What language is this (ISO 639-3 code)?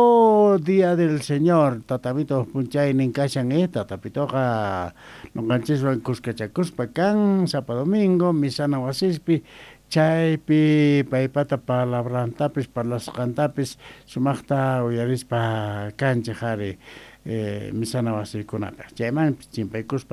quh